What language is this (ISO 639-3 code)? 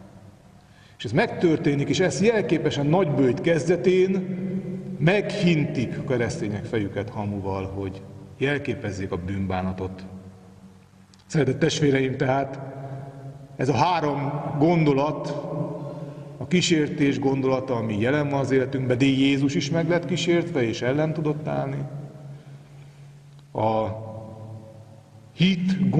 hun